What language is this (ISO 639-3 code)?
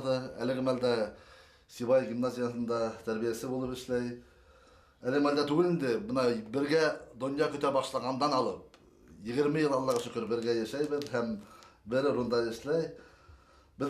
bak